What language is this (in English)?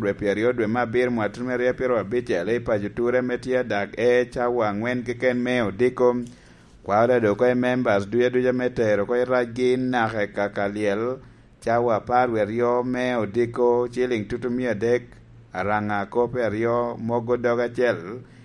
Lango (Uganda)